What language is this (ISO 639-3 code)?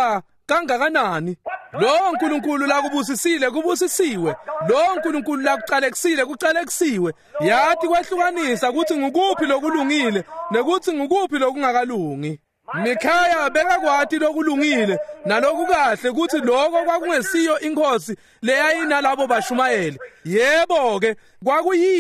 ssw